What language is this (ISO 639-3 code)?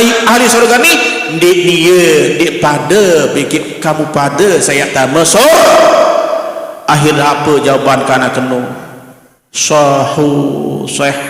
sas